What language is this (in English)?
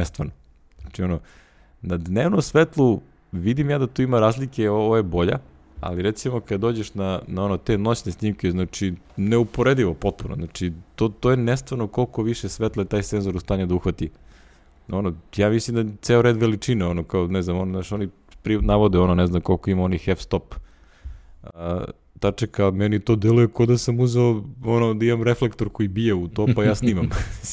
Serbian